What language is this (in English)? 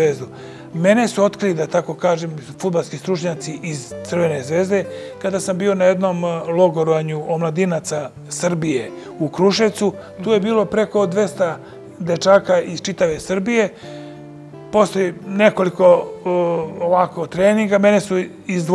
Serbian